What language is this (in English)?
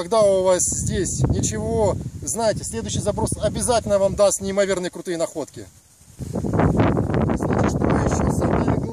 Russian